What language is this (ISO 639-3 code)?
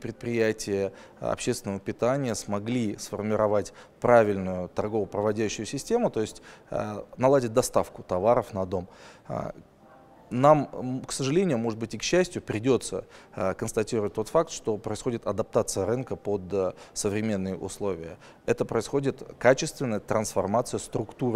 rus